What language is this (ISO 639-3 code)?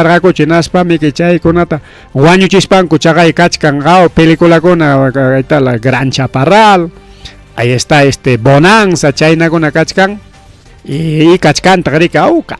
quy